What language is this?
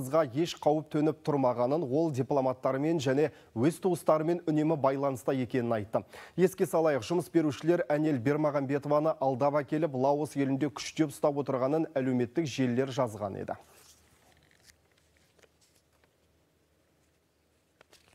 Kazakh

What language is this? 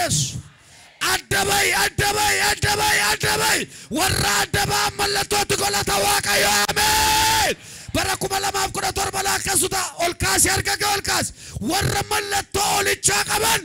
Oromo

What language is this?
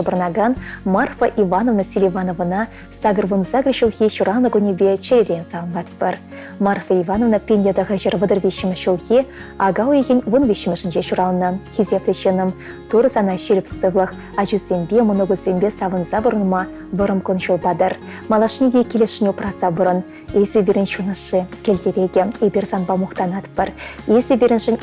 Chuvash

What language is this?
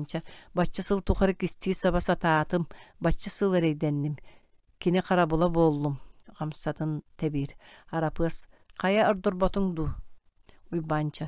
Yakut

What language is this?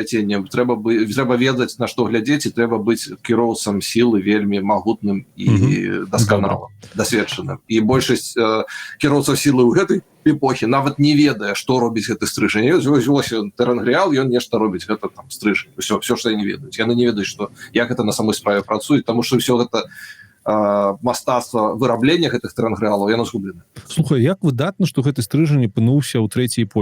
Belarusian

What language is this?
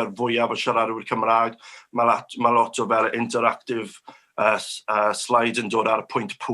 Welsh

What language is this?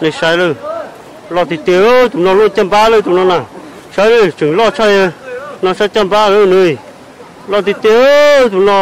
Hmong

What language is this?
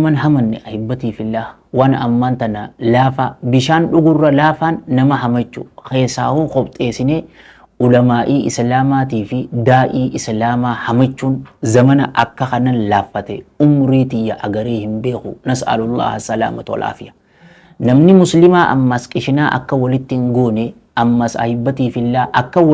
Oromo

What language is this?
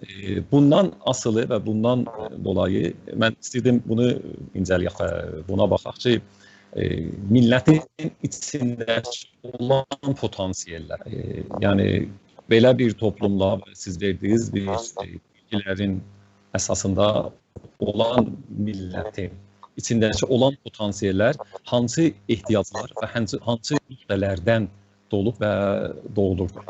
South Azerbaijani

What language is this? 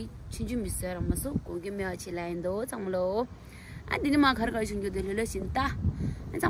Tibetan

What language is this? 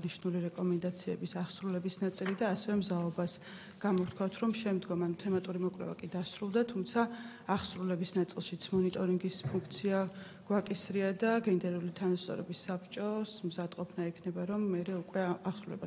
Georgian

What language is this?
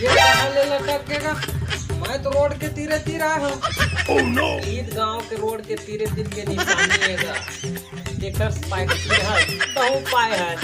Chhattisgarhi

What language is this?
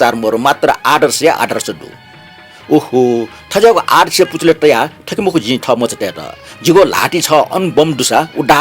Newari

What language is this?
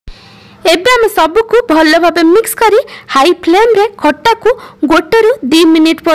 Odia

